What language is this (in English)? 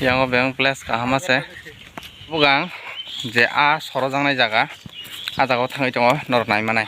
Kok Borok